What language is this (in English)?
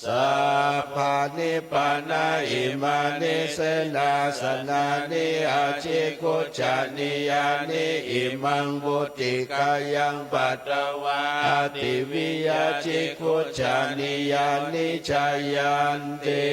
Pali